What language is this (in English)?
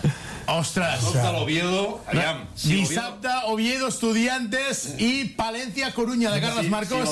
Catalan